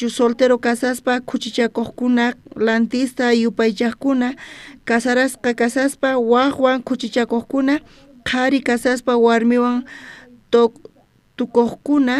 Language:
South Bolivian Quechua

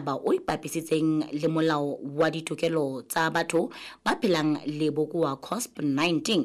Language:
Southern Sotho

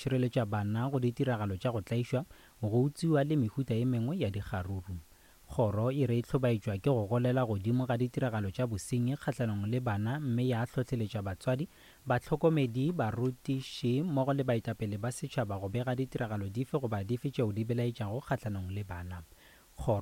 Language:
Northern Sotho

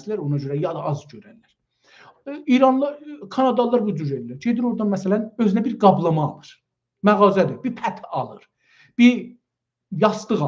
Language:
South Azerbaijani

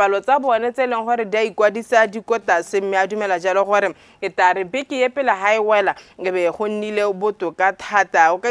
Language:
Tswana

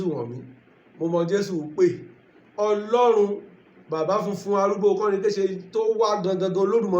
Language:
Yoruba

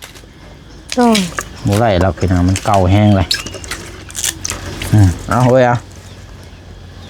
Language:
Lao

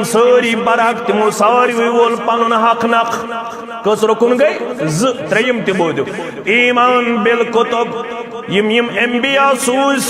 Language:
Kashmiri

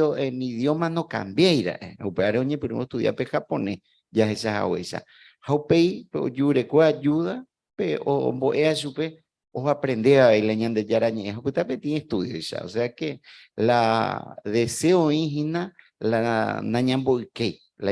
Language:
Guarani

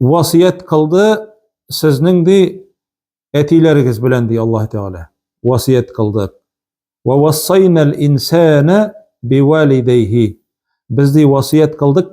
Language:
Tatar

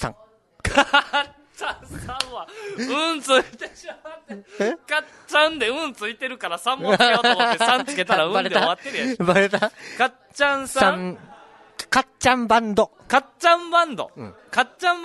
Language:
Japanese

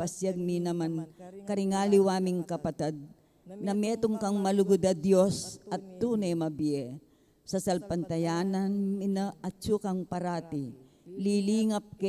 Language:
Pampanga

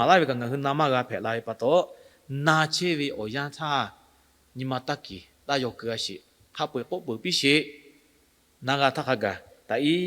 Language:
Lahu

